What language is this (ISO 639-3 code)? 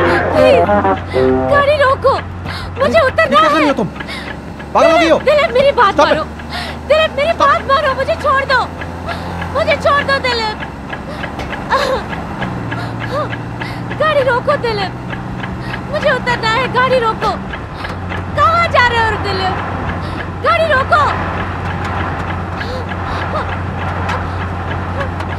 hin